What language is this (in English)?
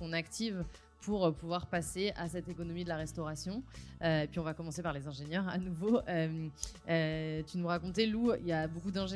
French